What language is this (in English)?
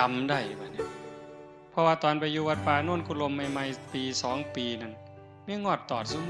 Northeastern Thai